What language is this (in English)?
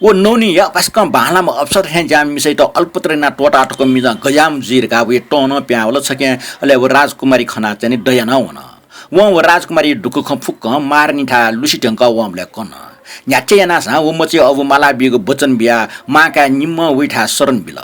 Newari